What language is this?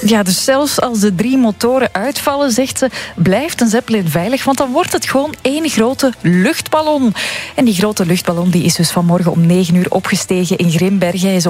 Dutch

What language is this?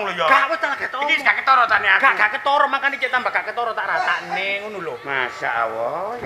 Javanese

